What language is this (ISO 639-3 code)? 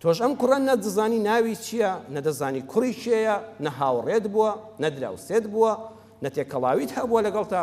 ckb